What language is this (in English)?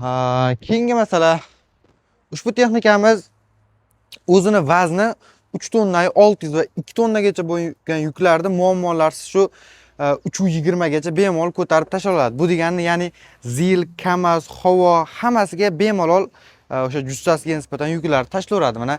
Uzbek